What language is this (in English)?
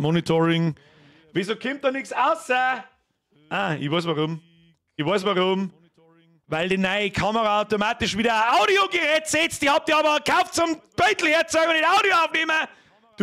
Bavarian